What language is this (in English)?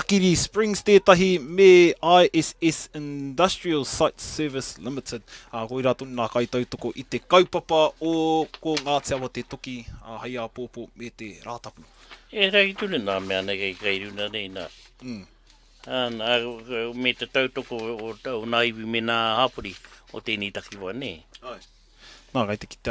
Māori